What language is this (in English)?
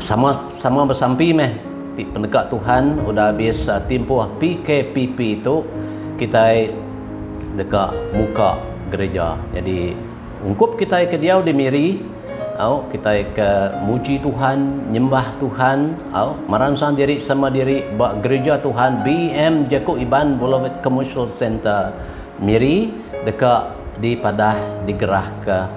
Iban